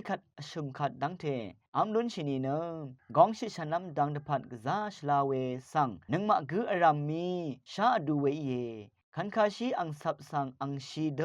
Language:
Rawang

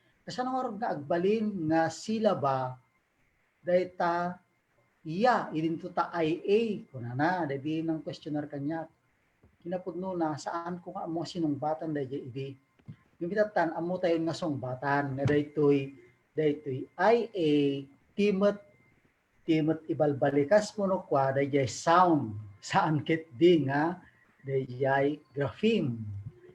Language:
Iloko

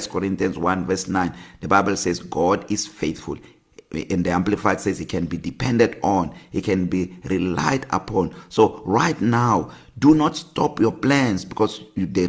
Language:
English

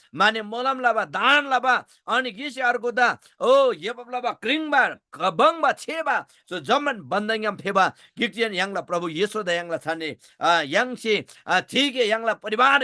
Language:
Eastern Tamang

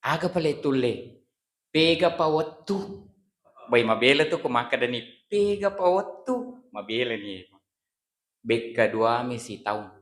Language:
Buginese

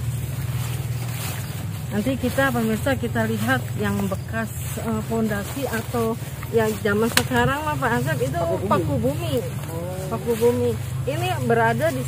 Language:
Indonesian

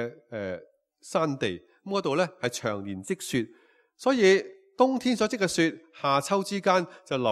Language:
Cantonese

